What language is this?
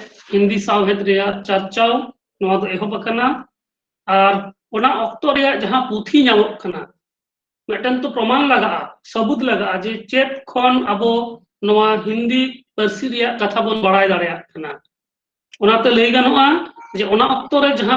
Santali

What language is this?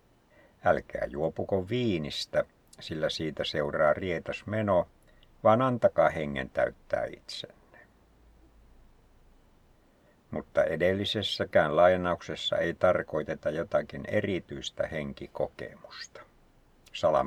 Finnish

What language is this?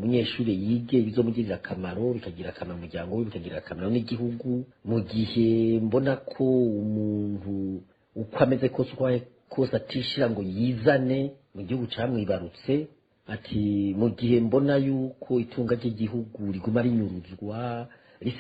Rundi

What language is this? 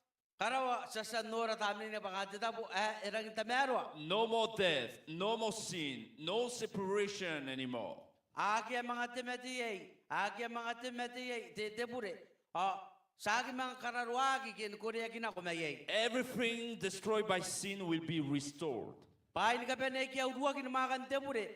Gilbertese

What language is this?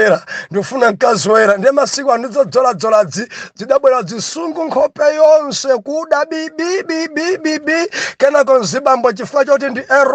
Nyanja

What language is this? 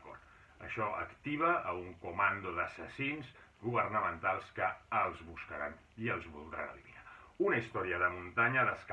Catalan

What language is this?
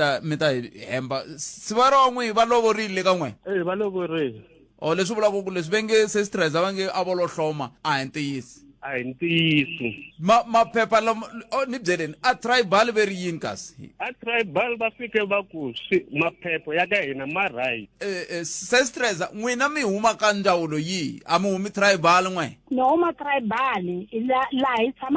Tsonga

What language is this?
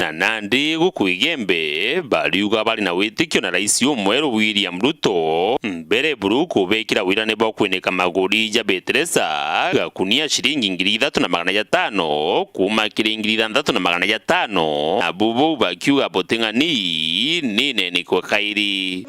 Meru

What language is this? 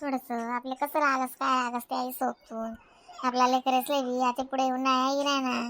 Khandesi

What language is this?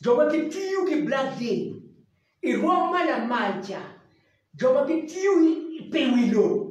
Acoli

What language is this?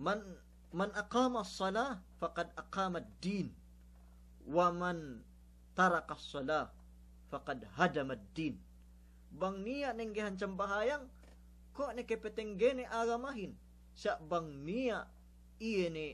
Yakan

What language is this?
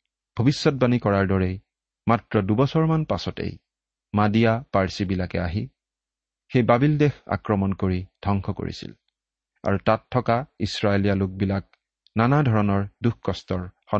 Assamese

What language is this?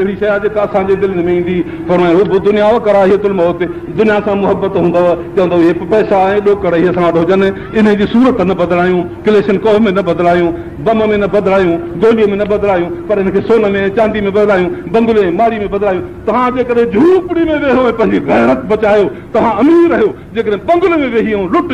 Sindhi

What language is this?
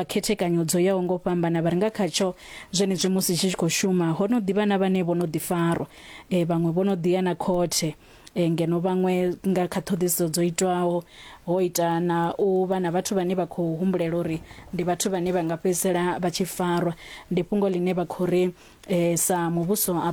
Venda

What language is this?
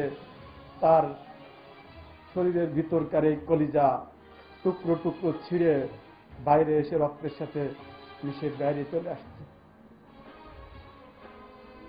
Bangla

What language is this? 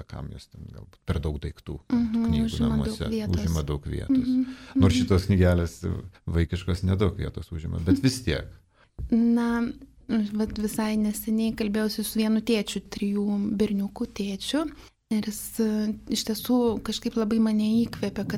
Lithuanian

